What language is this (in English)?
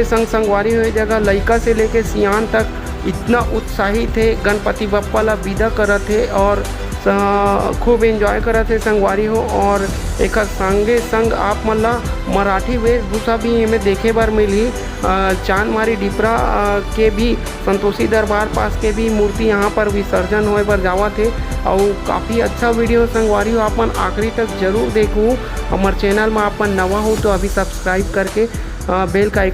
Chhattisgarhi